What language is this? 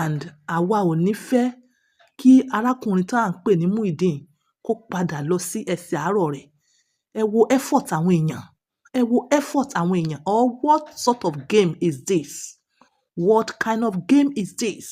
Yoruba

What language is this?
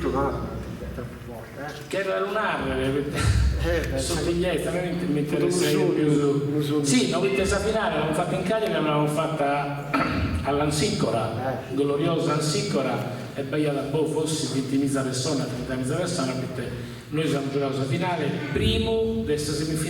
Sardinian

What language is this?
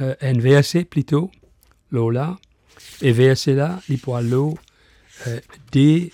Morisyen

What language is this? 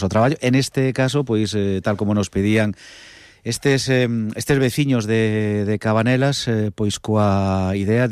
Galician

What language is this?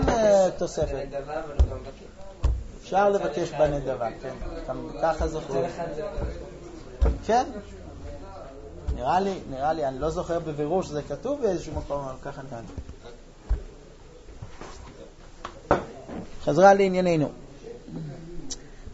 Hebrew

